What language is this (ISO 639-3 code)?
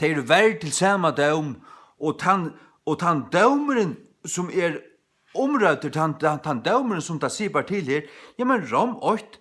fao